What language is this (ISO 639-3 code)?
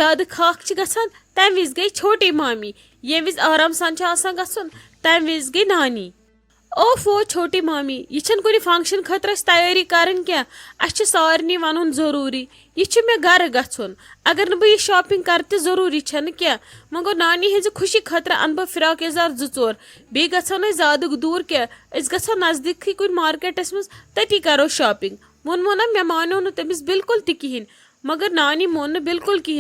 kas